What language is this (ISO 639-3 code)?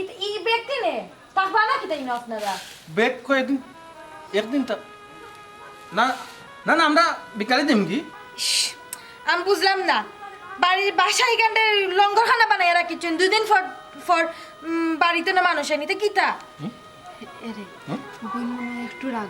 syl